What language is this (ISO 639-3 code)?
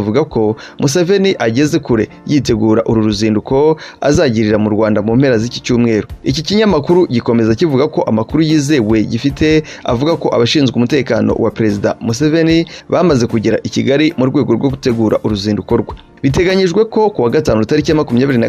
kin